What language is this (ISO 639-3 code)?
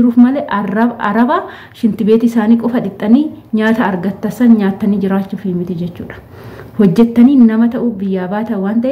orm